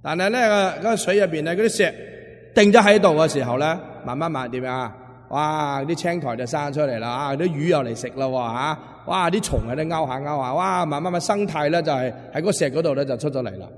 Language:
Cantonese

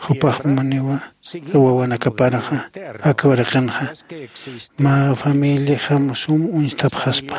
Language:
Aymara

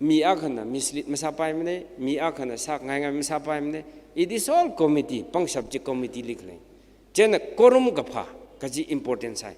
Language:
Tangkhul Naga (India)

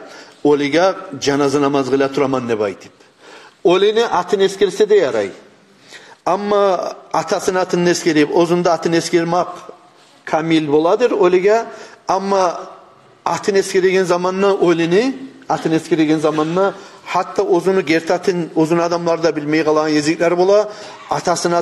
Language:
Kumyk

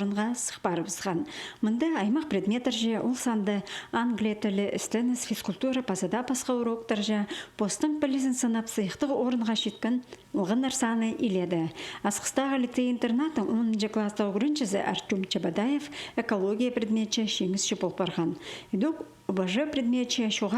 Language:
Khakas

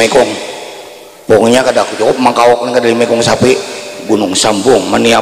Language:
Banjar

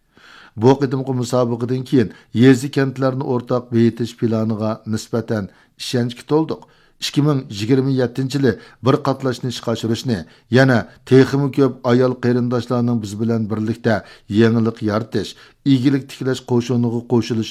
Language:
Uyghur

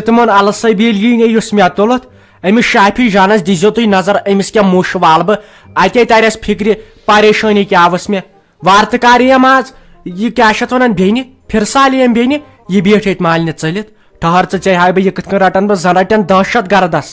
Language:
Kashmiri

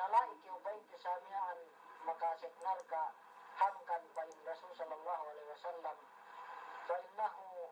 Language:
Yakan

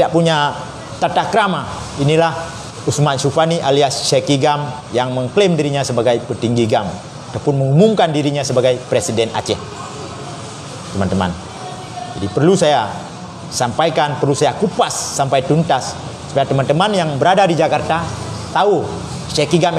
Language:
Indonesian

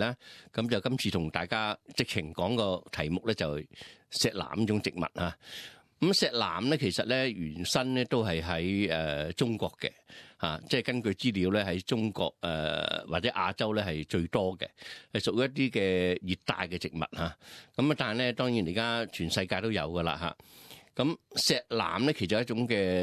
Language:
Cantonese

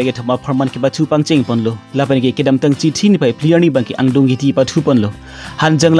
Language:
Karbi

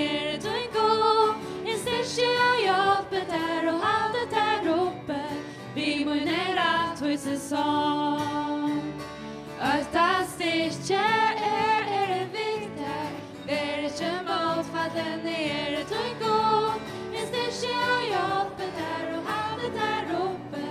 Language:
Faroese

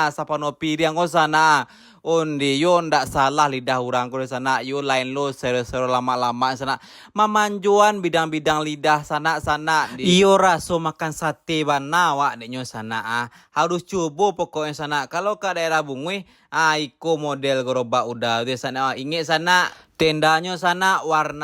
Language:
Minangkabau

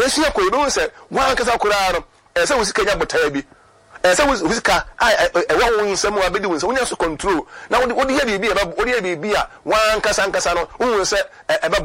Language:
Akan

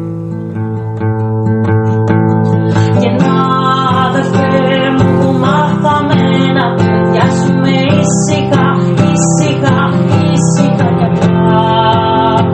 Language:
Greek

